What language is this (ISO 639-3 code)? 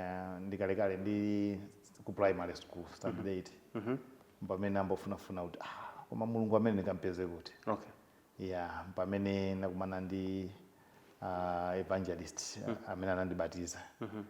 nya